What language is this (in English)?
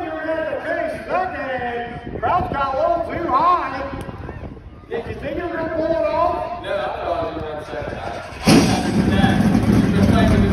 English